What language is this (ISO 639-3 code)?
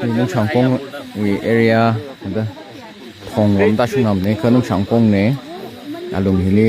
nmf